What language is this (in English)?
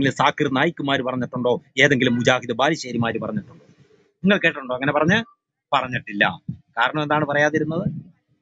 Malayalam